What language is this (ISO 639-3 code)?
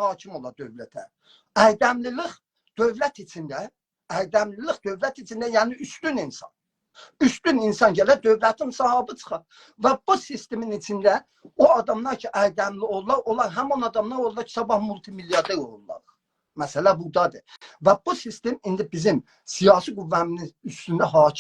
azb